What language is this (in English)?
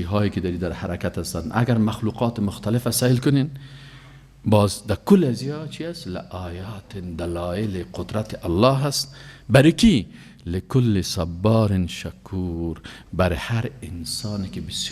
Persian